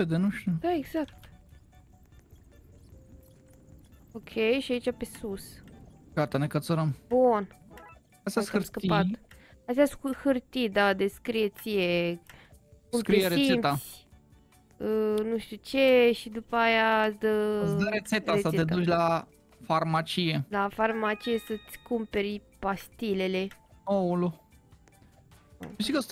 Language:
Romanian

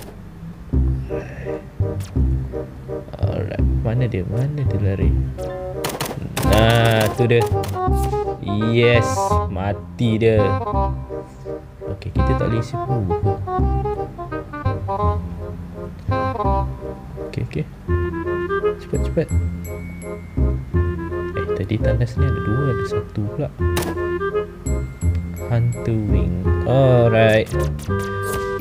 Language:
Malay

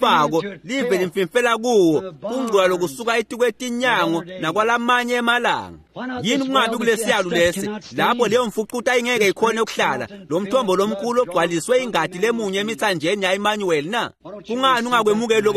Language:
Swati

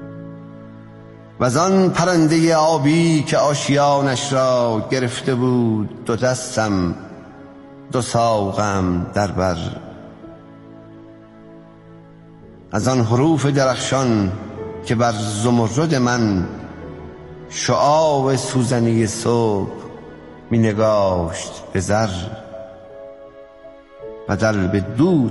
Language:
Persian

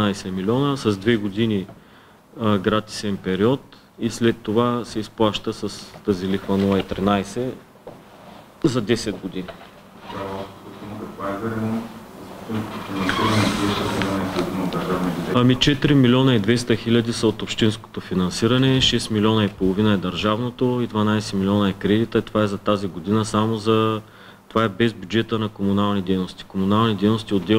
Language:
Bulgarian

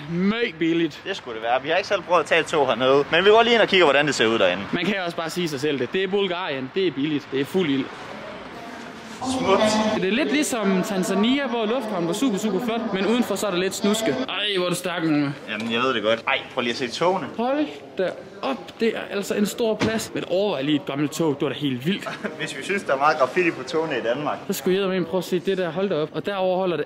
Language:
Danish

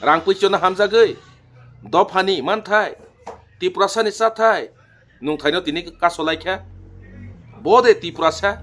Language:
Kok Borok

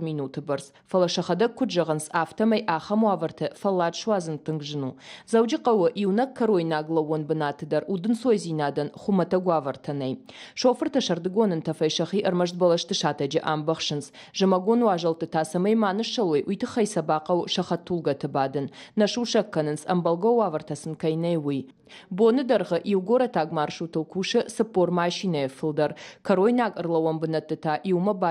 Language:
Ossetic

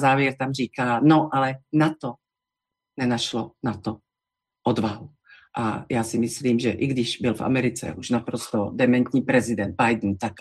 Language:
Czech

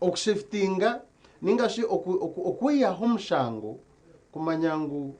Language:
Nyankole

